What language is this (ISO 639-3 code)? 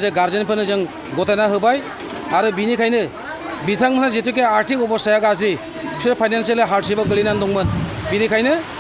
brx